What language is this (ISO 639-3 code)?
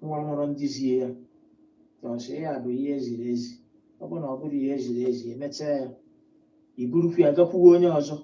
ibo